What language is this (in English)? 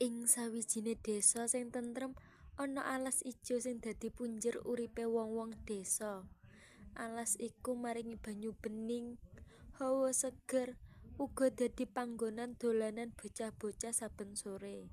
Javanese